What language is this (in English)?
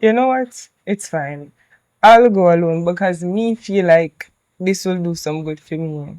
Jamaican Creole English